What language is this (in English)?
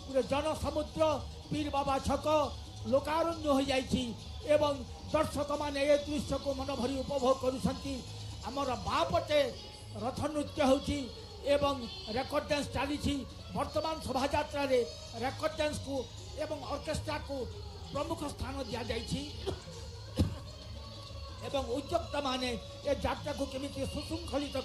Odia